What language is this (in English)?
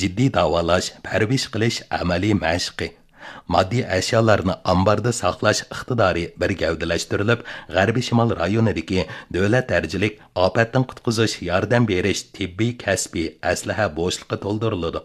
Uyghur